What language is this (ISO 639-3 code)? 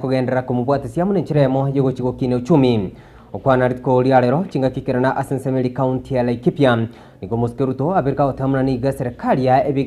guz